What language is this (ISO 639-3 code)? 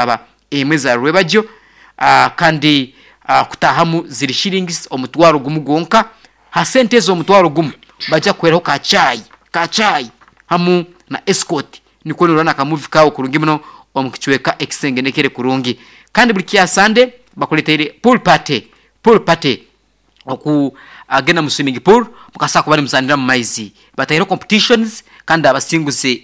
nyo